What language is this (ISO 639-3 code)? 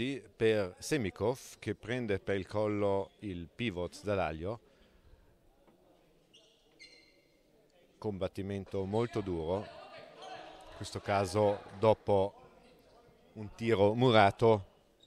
ita